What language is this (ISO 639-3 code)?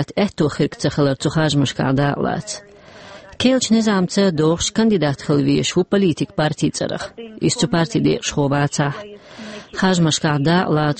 che